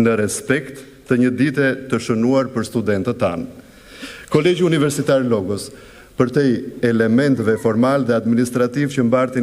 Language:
Albanian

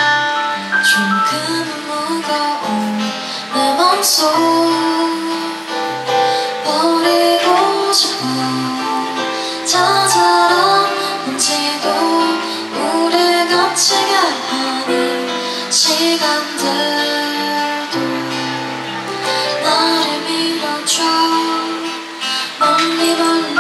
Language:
Korean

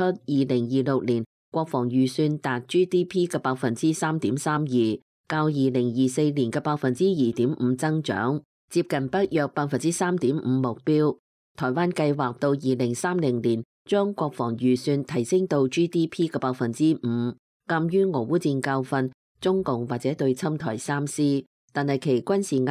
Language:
Cantonese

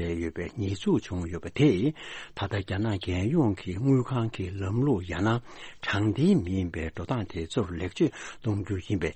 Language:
Tibetan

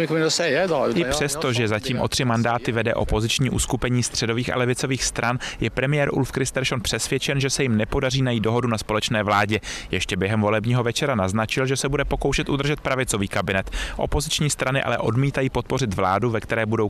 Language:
Czech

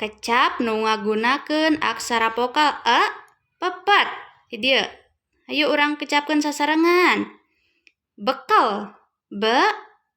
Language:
Sundanese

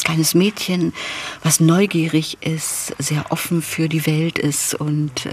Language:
German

